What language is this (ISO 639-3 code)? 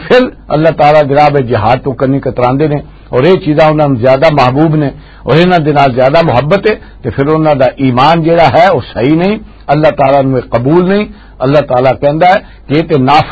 lah